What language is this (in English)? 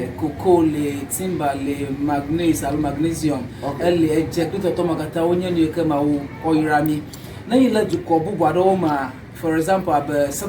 Ewe